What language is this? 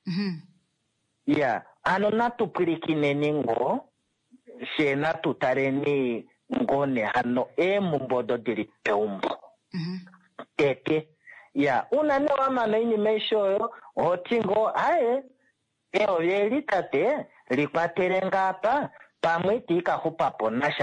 Kuanyama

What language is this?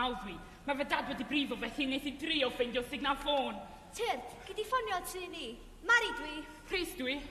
Welsh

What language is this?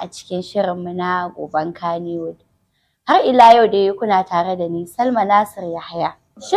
Hausa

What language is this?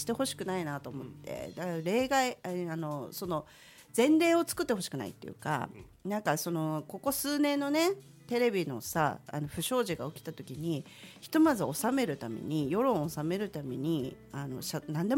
Japanese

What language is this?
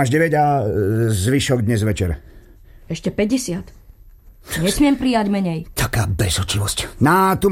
Slovak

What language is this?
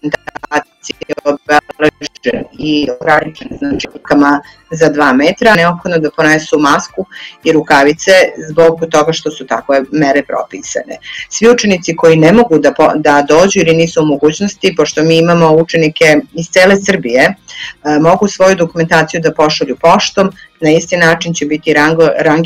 Serbian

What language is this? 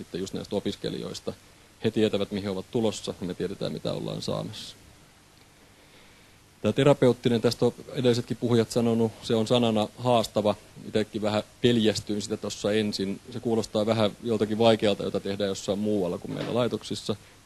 Finnish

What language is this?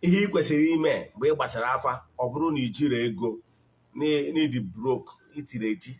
Igbo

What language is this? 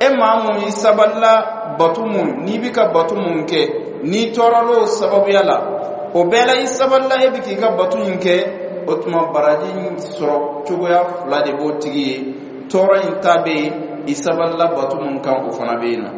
Dyula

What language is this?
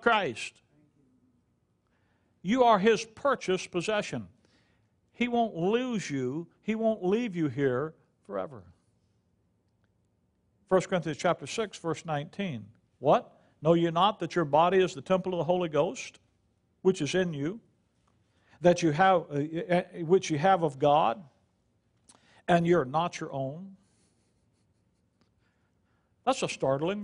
English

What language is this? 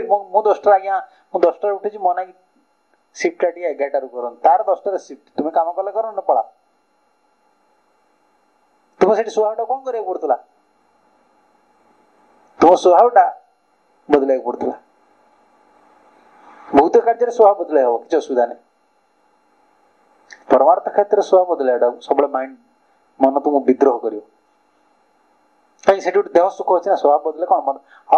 Odia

